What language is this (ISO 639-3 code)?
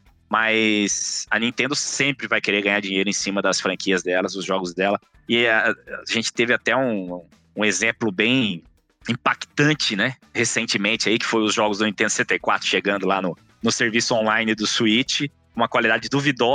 por